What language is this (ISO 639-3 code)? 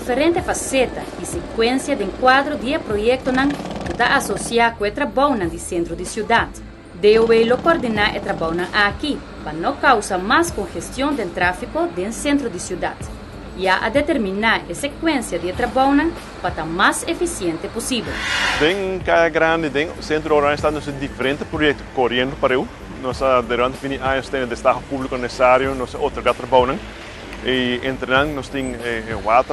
pap